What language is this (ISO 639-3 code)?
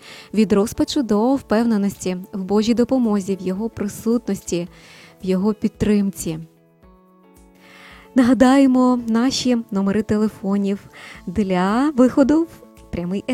ukr